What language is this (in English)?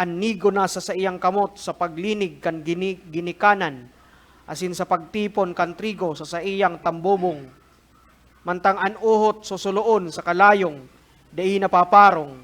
Bikol